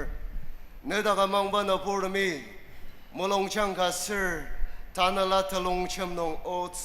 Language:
Ao Naga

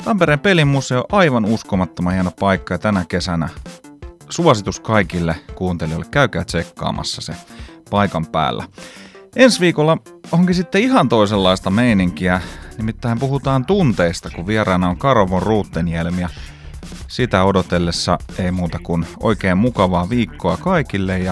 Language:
Finnish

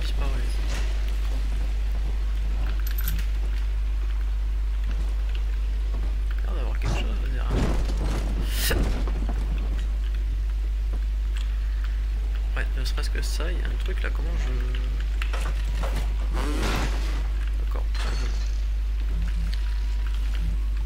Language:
French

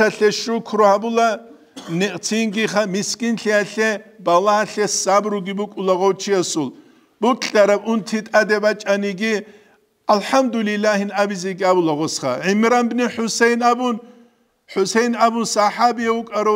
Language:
Avaric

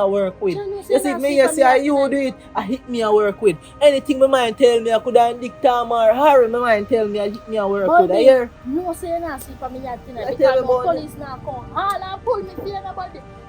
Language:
Jamaican Creole English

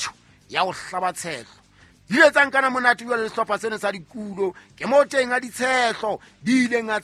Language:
Southern Sotho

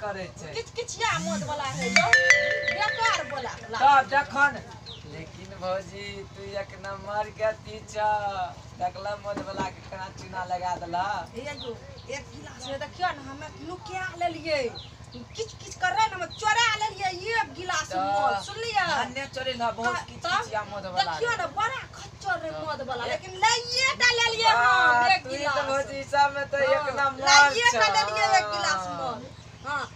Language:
Maithili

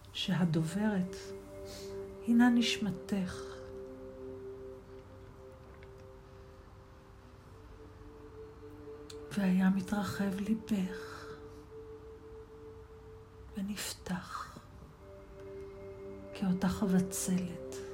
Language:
Hebrew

